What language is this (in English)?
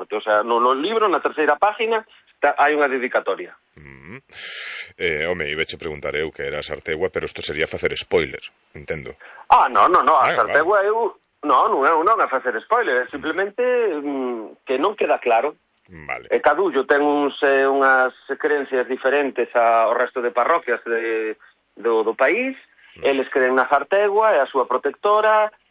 Galician